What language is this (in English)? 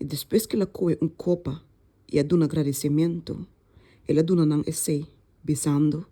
Papiamento